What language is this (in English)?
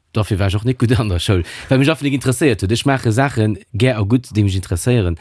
Luxembourgish